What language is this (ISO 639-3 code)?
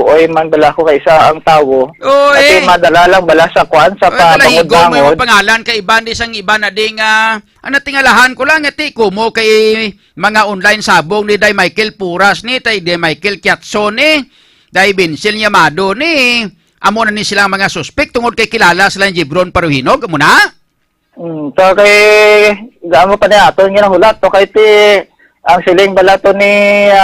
hil